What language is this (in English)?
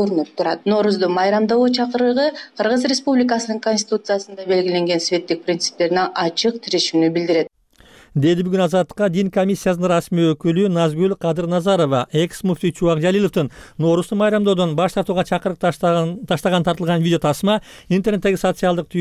Kyrgyz